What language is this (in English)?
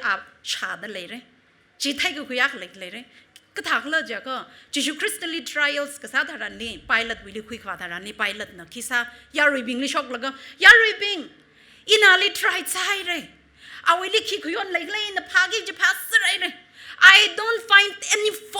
Tangkhul Naga (India)